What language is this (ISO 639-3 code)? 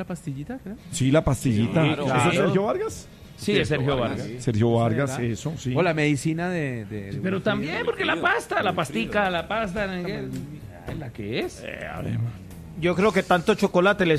spa